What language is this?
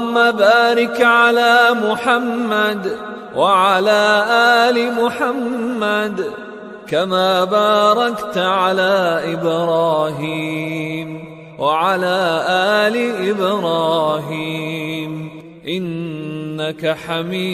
Arabic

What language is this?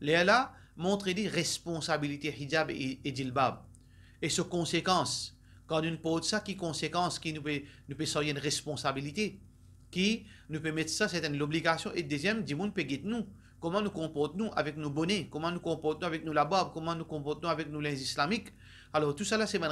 Morisyen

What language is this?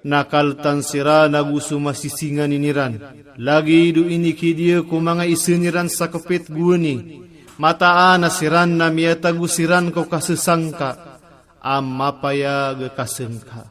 Iranun (Philippines)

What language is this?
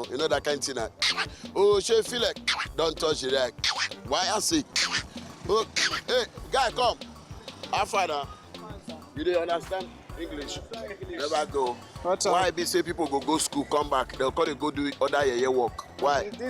Nigerian Pidgin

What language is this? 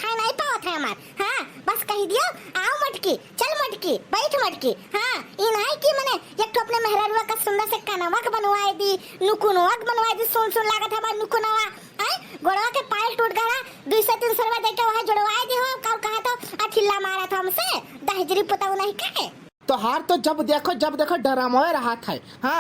Awadhi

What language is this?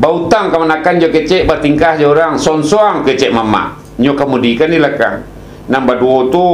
Minangkabau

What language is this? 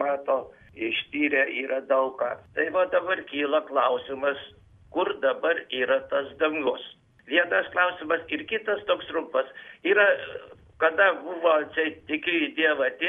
Lithuanian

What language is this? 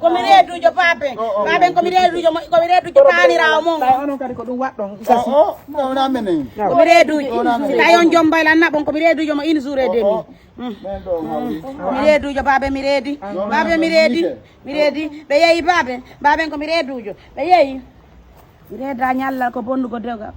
Fula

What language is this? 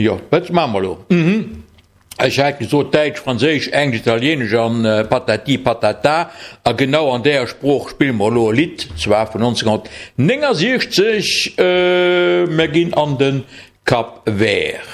Luxembourgish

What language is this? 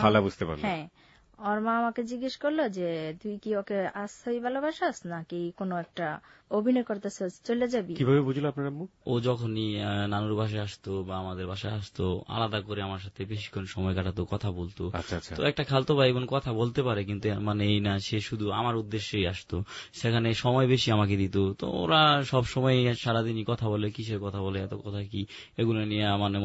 Bangla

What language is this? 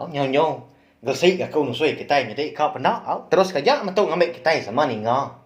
Iban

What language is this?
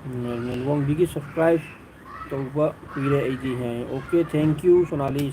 Manipuri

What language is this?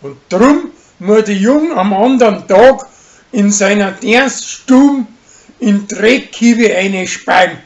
Bavarian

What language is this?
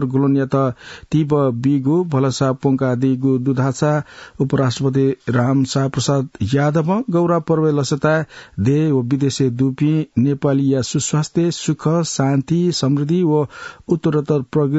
Newari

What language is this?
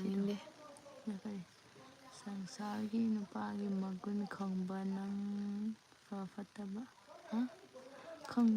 Manipuri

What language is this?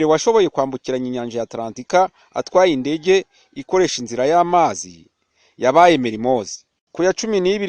Rundi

